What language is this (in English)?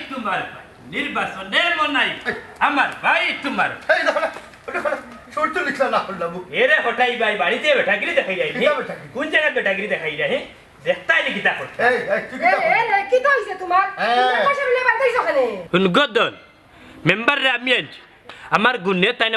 Sylheti